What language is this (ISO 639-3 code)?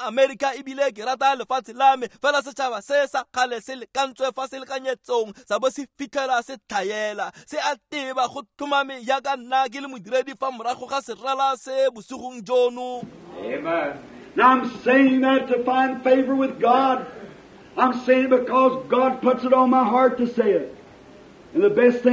tsn